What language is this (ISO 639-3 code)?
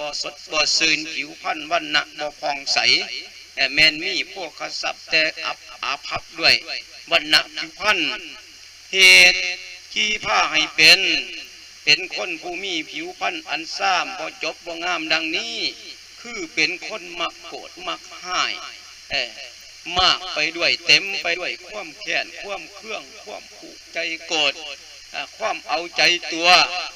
lao